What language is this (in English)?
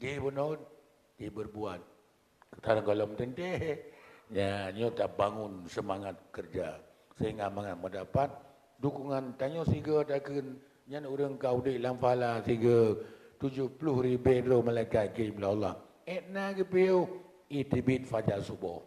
Achinese